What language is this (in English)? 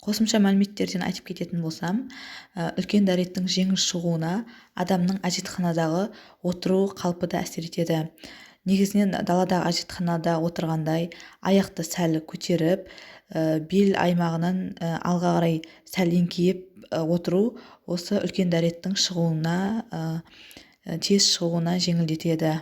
Kazakh